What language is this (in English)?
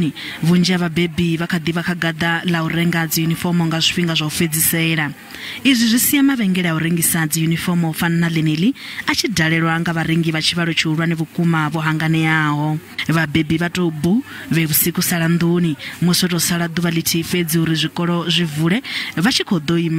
Venda